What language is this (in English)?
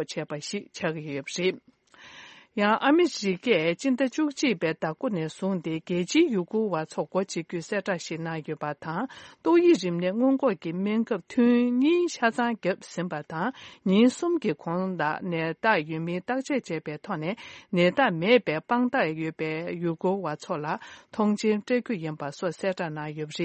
Tibetan